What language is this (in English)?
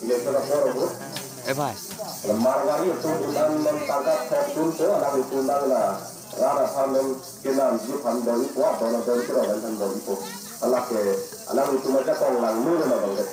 Karbi